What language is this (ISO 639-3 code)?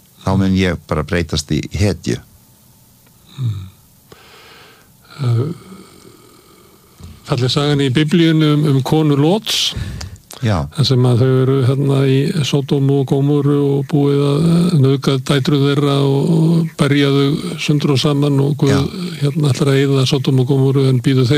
isl